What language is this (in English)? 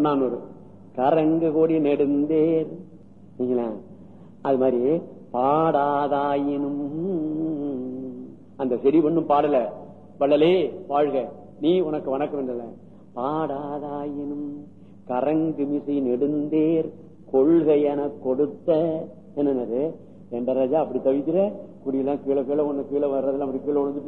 Tamil